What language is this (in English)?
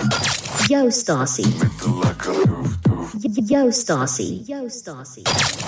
Afrikaans